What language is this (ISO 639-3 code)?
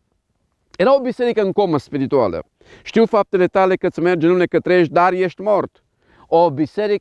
ron